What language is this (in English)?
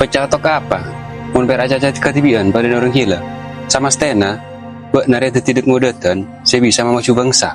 Madurese